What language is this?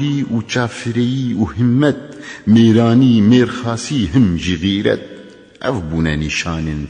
Kurdish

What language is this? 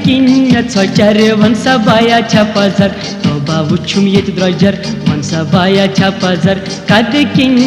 Kashmiri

